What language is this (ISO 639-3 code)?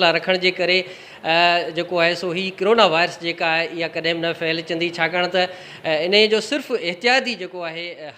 snd